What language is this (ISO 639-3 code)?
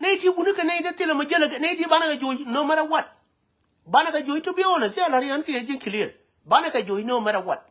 nus